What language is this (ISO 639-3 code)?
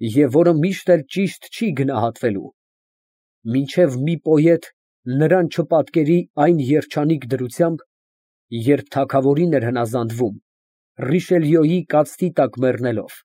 hye